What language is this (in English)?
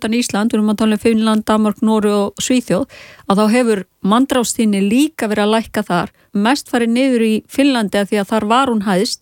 Icelandic